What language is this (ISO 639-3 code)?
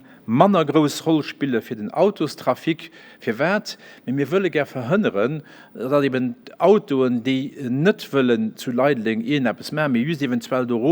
ltz